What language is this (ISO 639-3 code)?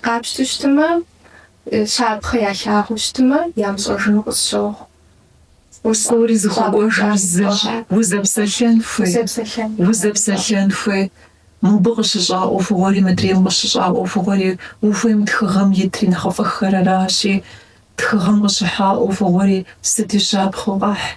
kbd